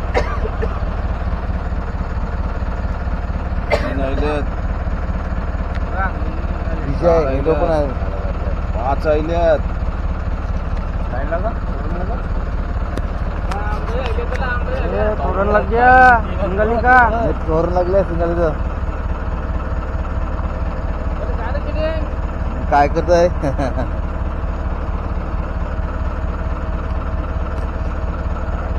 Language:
Marathi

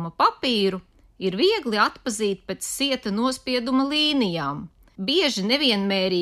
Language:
Latvian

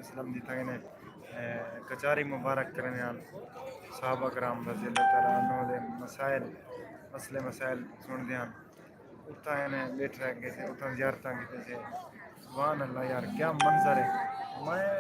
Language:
Saraiki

